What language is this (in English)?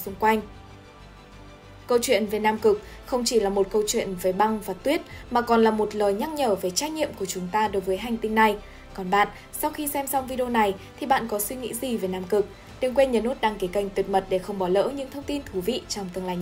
Vietnamese